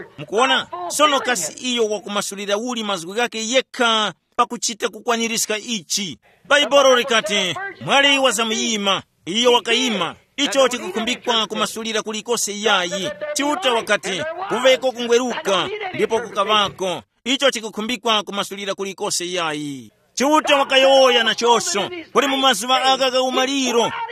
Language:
Tumbuka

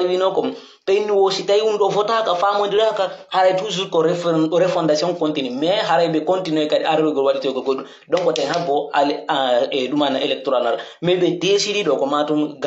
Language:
Pular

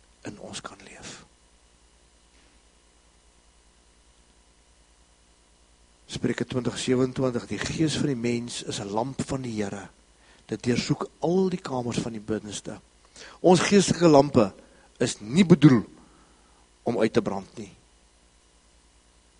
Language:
Afrikaans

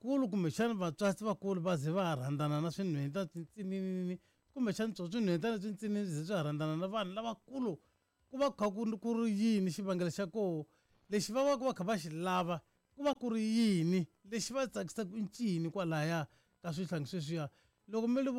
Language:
Tsonga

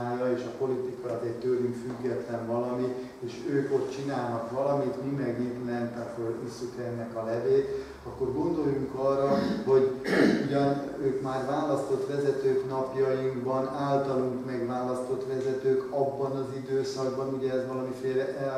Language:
Hungarian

